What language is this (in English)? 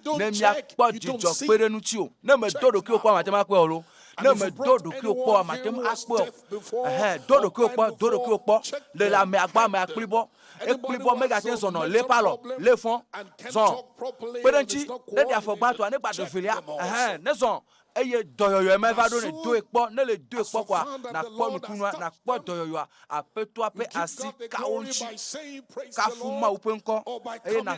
Ewe